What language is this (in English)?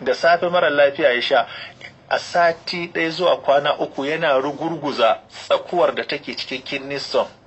Hausa